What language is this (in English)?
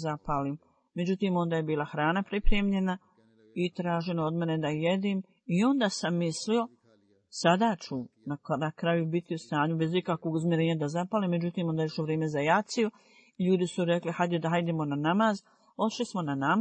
Bosnian